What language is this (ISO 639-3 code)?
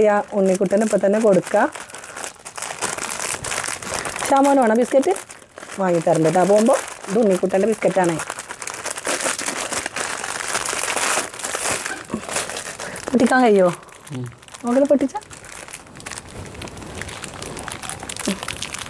mal